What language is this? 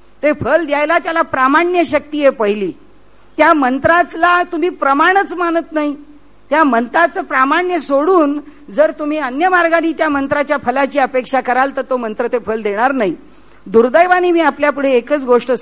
Marathi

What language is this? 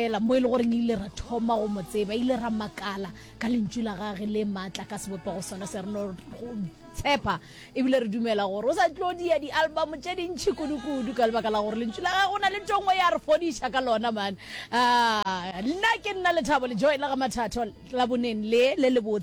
Northern Sotho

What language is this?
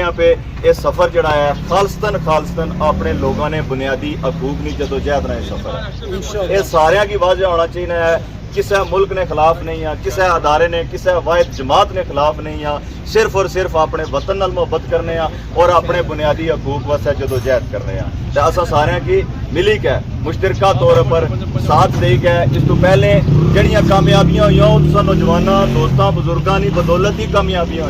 Pahari-Potwari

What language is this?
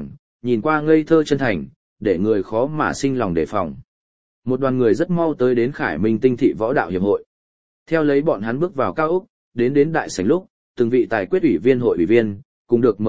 Vietnamese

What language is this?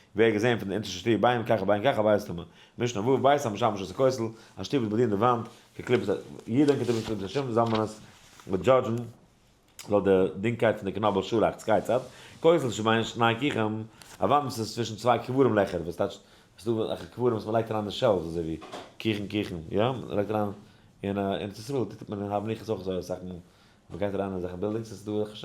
Yiddish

